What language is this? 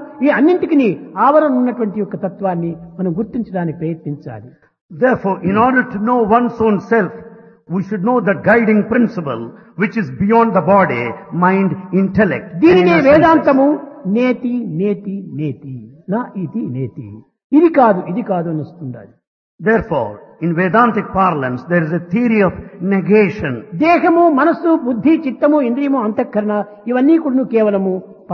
Telugu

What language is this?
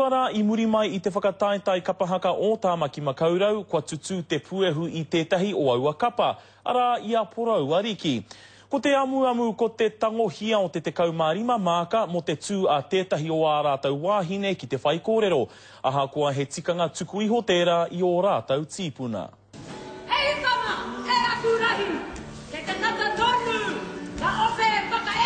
Māori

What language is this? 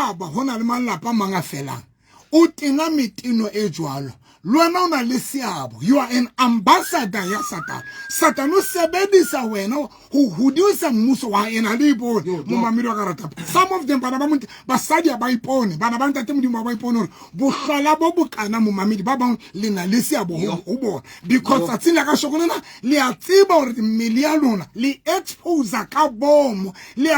Southern Sotho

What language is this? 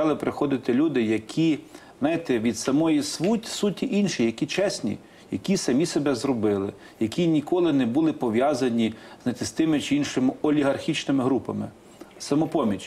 Ukrainian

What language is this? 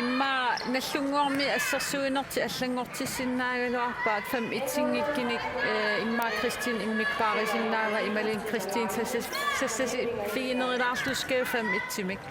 Kalaallisut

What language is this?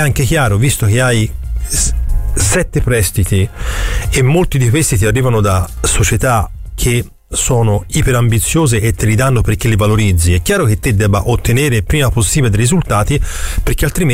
Italian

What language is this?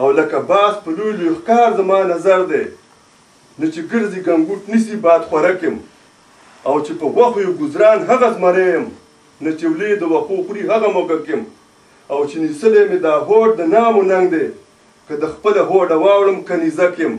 Pashto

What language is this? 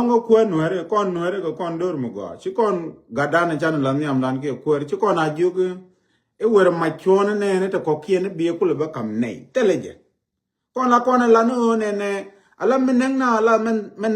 Nuer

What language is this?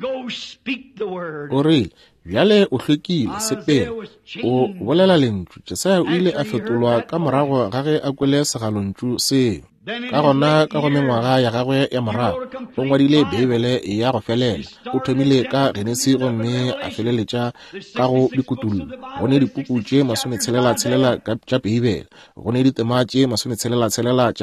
Northern Sotho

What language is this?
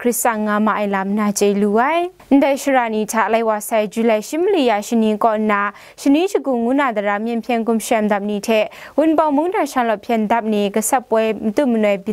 Kachin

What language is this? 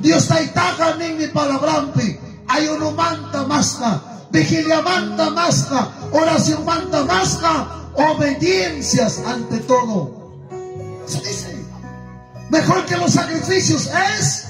Ayacucho Quechua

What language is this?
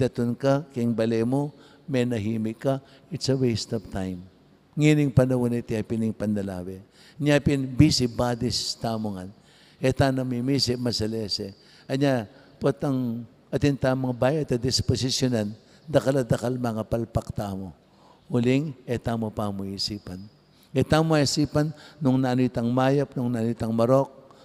Pampanga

